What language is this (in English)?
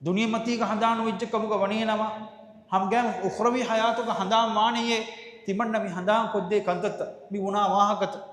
Divehi